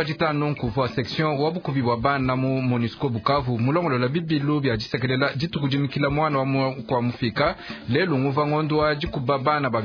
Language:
Luba-Lulua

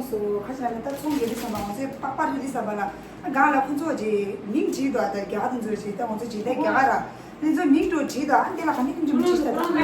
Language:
Tibetan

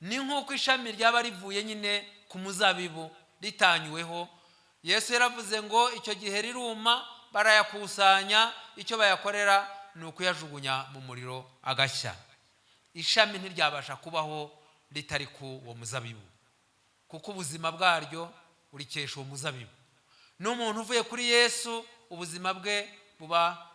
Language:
Kinyarwanda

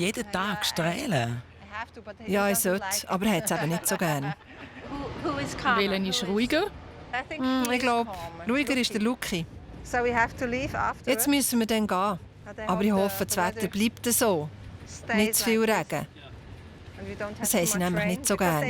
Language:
Swiss German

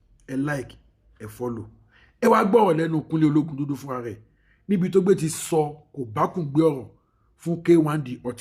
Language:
Yoruba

